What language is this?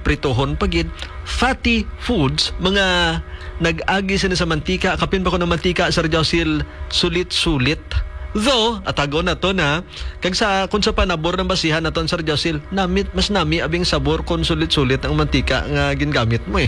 Hiligaynon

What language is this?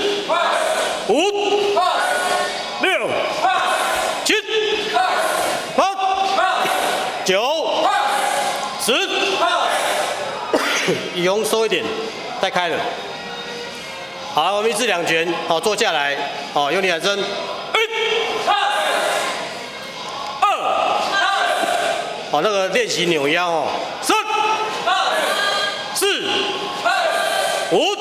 Chinese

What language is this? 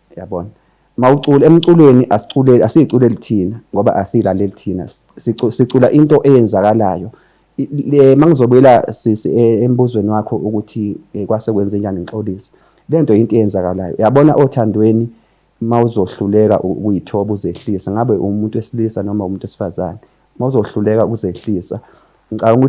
Zulu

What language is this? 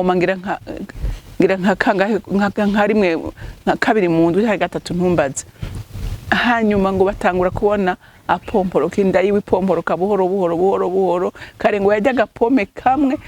Rundi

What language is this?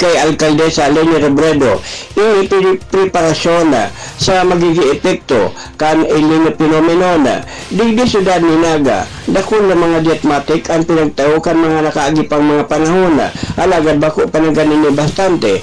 Bikol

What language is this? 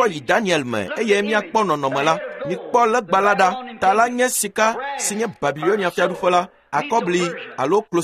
Ewe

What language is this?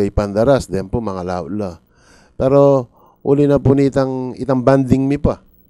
Pampanga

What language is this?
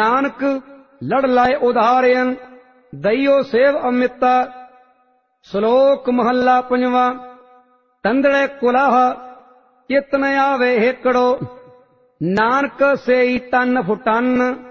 Punjabi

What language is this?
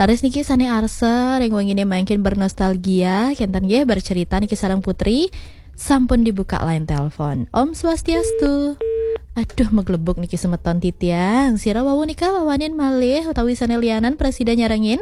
Balinese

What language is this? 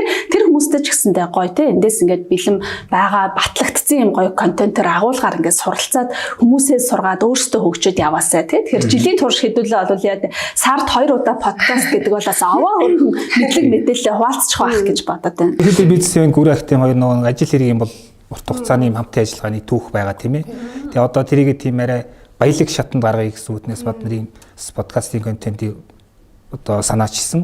Mongolian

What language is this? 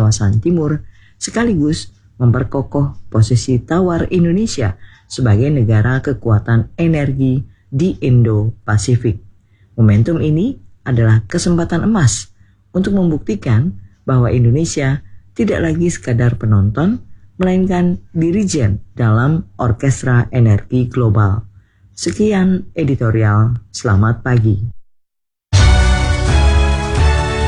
Indonesian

